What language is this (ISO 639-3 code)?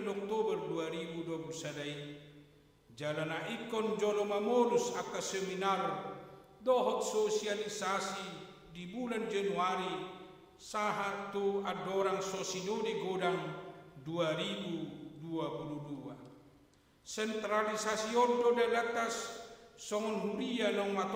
bbc